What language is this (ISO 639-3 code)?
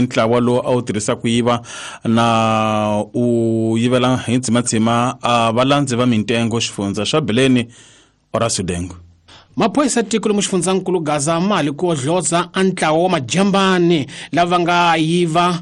tso